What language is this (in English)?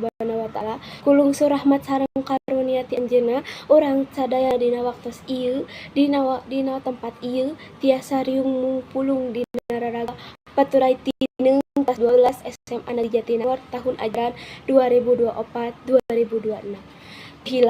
Sundanese